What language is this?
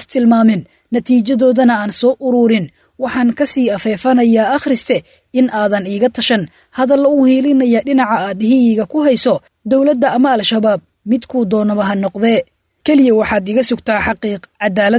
Somali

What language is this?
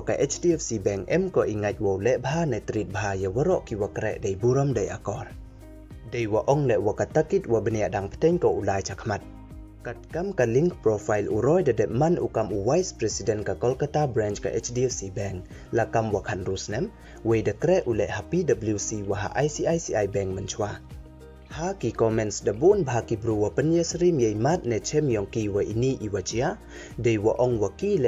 Pnar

